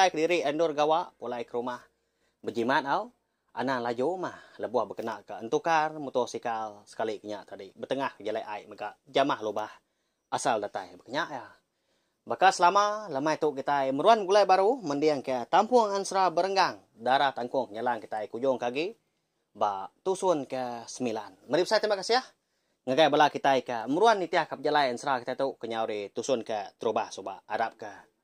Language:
Iban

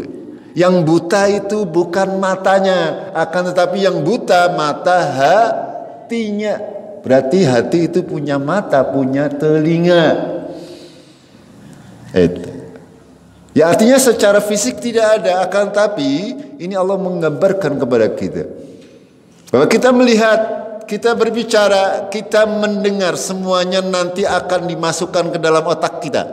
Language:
Indonesian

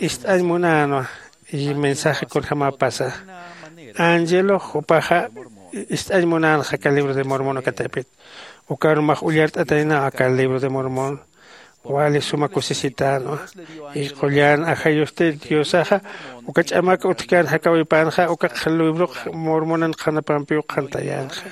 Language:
Aymara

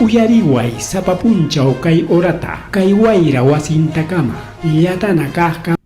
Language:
Ayacucho Quechua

